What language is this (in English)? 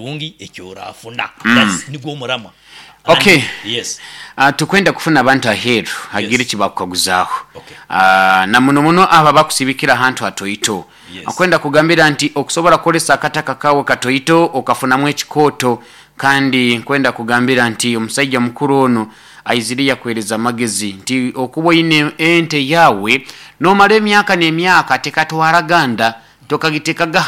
Nyoro